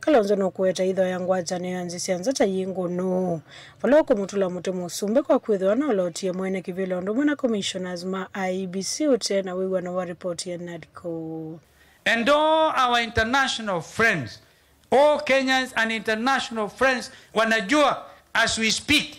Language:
Kamba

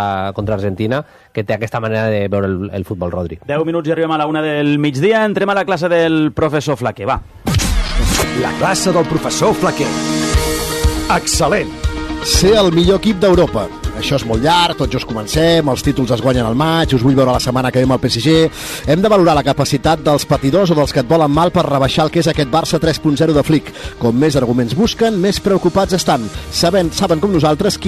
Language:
Catalan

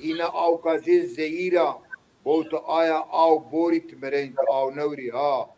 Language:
Zaza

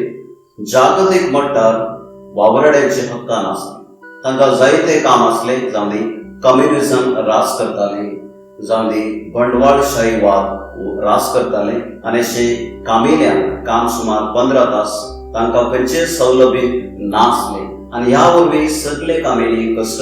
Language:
Konkani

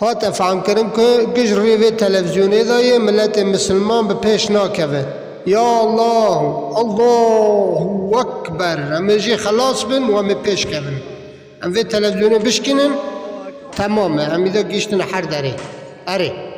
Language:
Kurdish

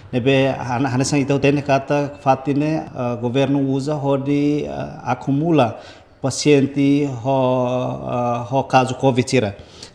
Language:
Tetum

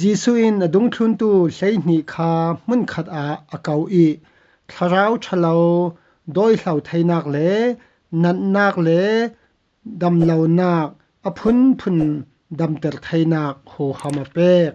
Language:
Falam Chin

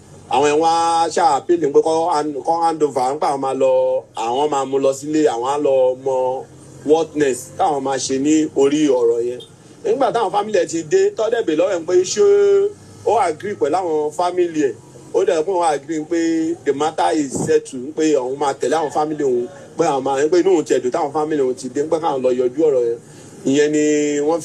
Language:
Yoruba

